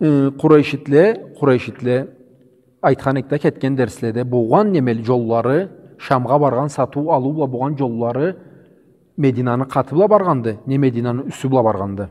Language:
Karachay-Balkar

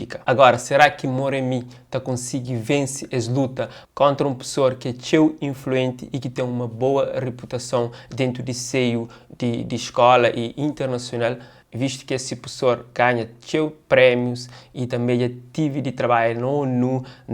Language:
Kabuverdianu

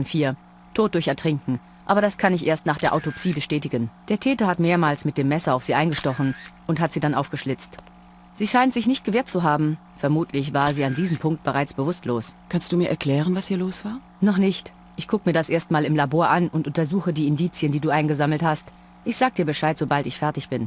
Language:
Bavarian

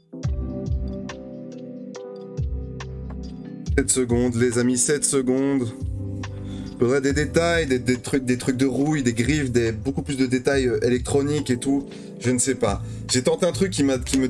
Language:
French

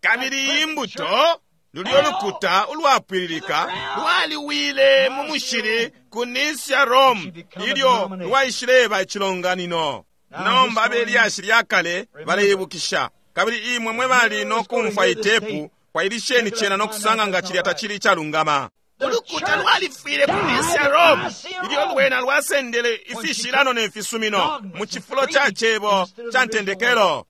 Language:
Bemba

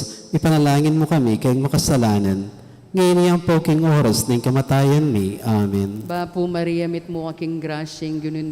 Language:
Pampanga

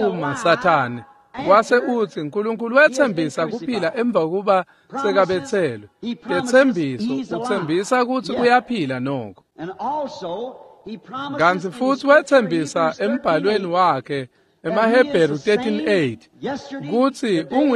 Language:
Swati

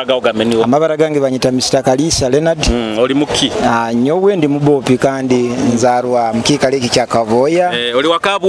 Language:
Nyoro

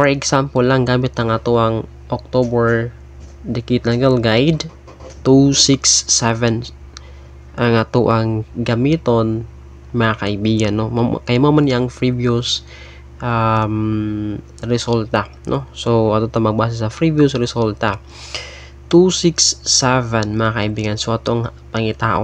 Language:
Cebuano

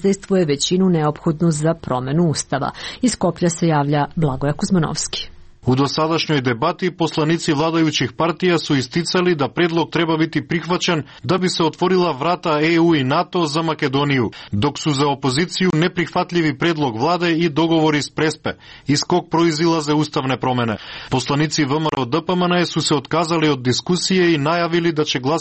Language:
Serbian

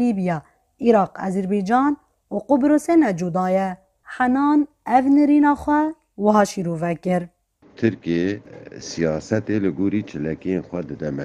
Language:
Kurdish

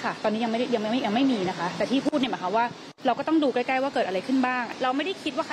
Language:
Thai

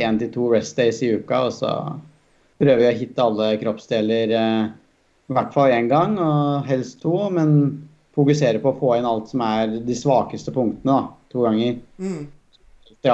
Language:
Norwegian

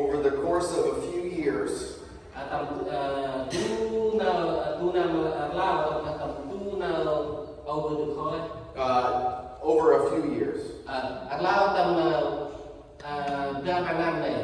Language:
Central Mnong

